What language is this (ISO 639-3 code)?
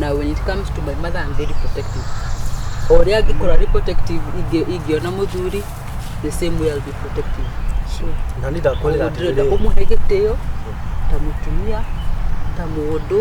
kik